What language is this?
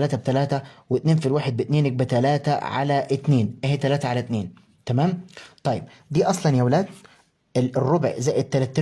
Egyptian Arabic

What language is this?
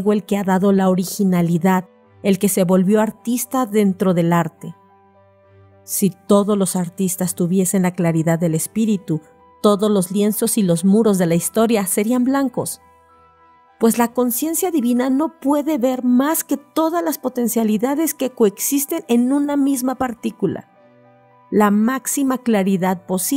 Spanish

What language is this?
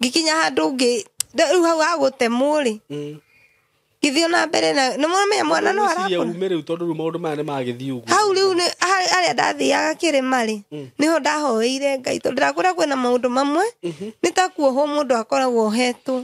Kikuyu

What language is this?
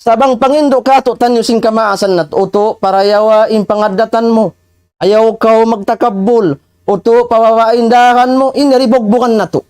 Tausug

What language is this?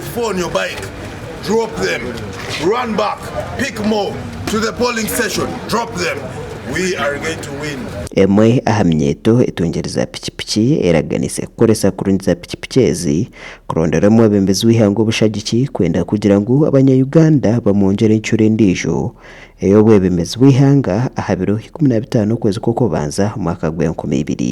Nyankole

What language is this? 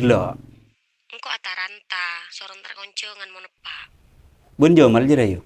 Madurese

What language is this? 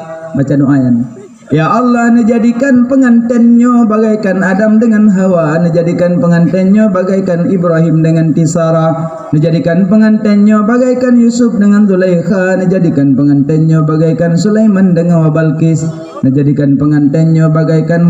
Achinese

